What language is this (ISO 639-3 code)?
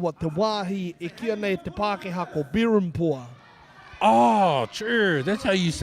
mri